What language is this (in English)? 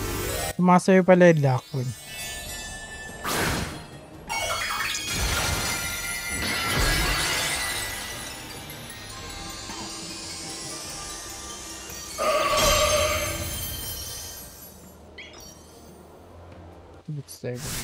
Filipino